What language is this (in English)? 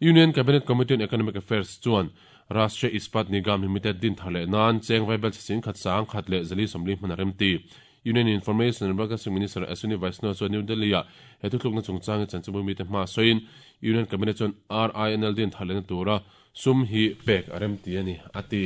Mizo